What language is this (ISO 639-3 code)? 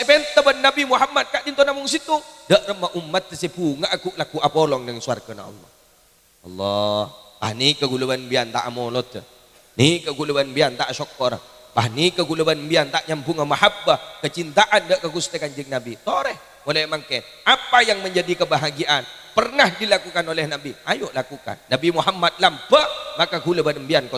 mad